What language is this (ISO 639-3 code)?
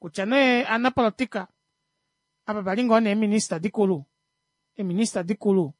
kua